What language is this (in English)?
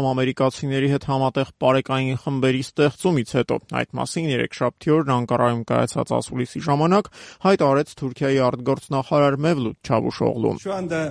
Armenian